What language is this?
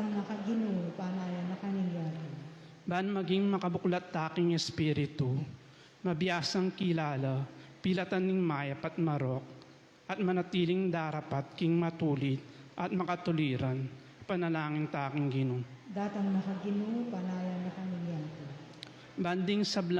Pampanga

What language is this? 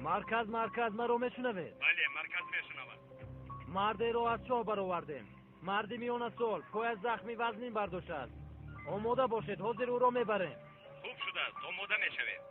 Tajik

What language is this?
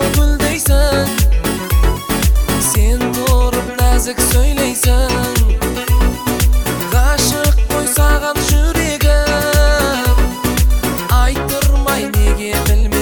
Kazakh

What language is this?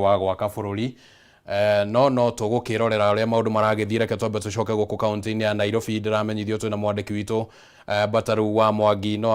Kikuyu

